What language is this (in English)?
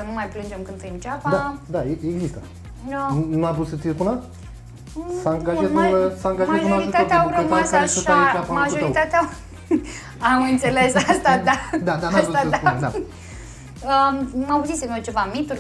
Romanian